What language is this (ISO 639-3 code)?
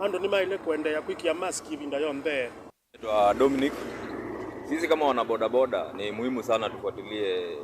kam